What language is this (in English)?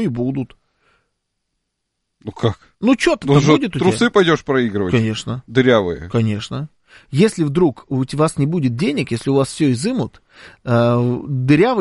Russian